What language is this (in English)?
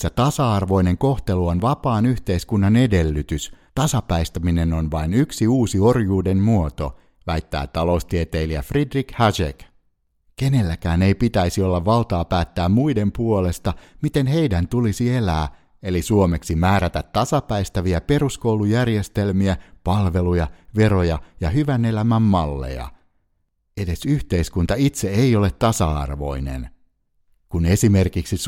Finnish